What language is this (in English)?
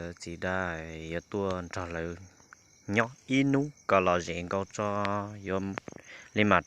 Hmong